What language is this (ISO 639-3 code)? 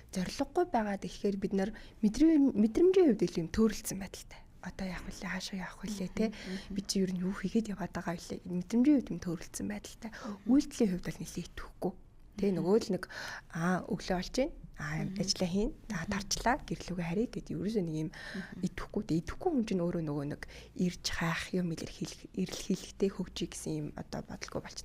mon